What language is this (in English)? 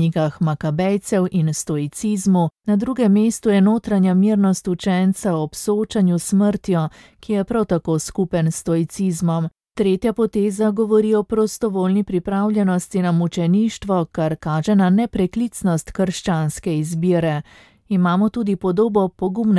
Slovenian